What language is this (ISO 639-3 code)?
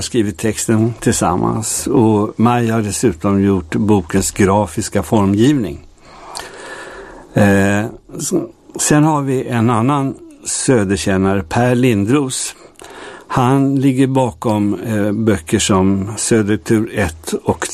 swe